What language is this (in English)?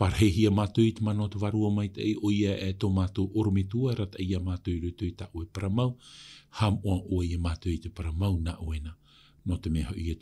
Tahitian